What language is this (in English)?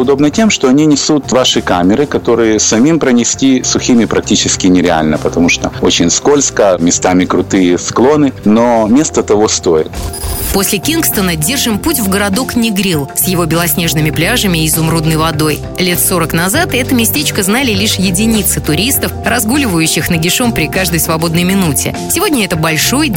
Russian